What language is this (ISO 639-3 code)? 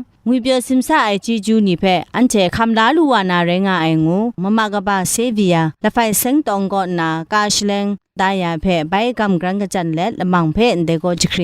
kac